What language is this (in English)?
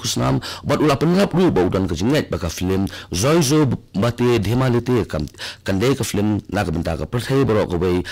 Khasi